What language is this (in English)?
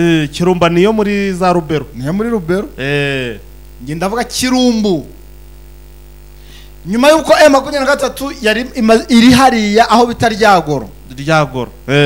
Kinyarwanda